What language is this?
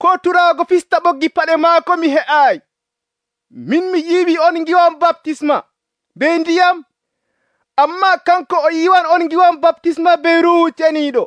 Nigerian Fulfulde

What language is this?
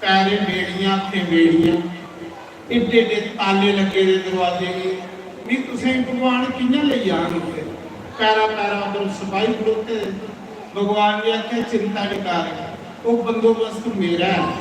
Dogri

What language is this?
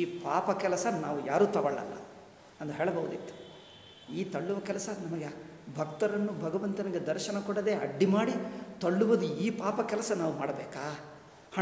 Kannada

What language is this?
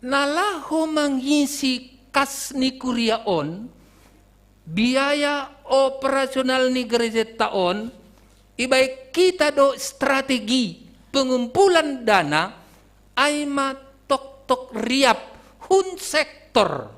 Batak Simalungun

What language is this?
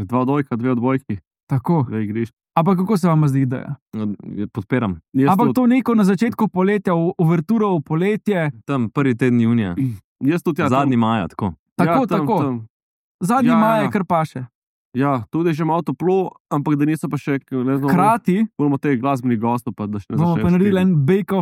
Slovenian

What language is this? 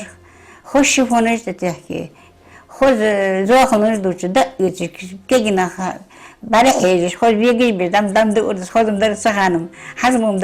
Ingush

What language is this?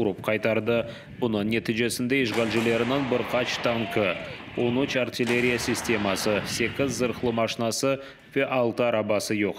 Crimean Tatar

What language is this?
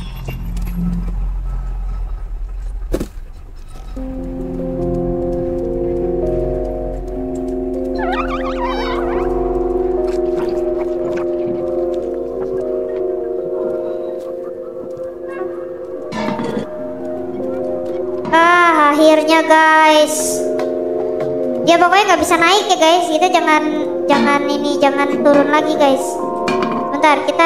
Indonesian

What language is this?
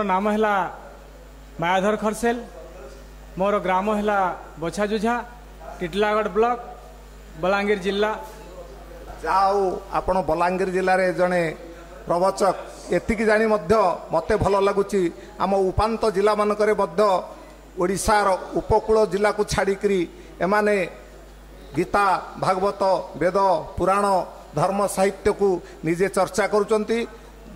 Odia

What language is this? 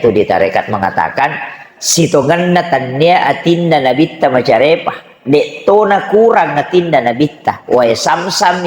Buginese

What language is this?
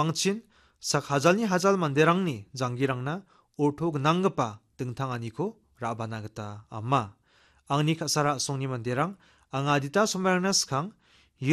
Garo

